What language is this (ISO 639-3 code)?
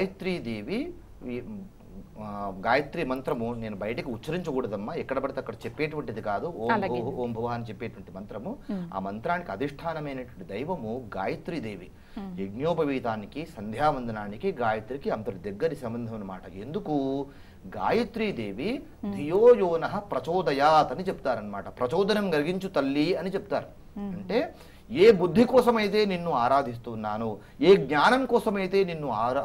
tel